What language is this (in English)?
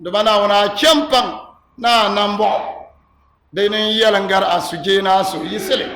Dagbani